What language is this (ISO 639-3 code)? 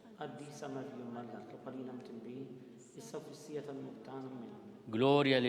mlt